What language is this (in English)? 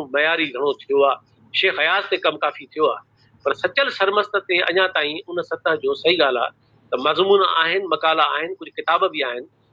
Sindhi